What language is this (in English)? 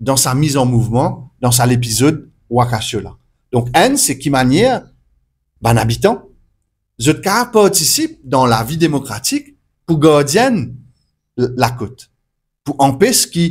Morisyen